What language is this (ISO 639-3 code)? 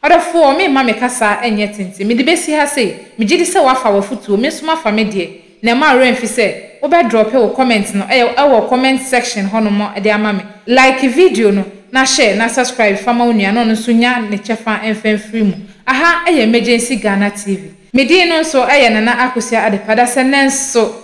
aka